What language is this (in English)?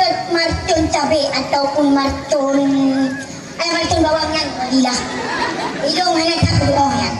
Achinese